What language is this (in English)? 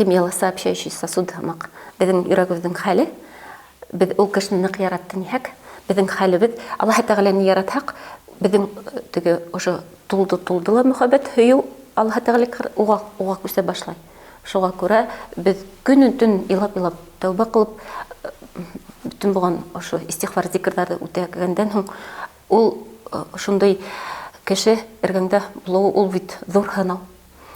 Bashkir